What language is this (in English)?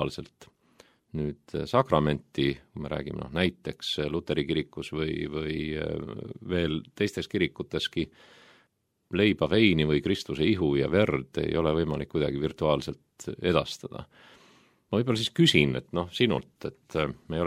Estonian